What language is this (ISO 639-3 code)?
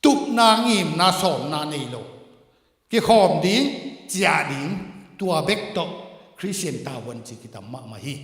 ctd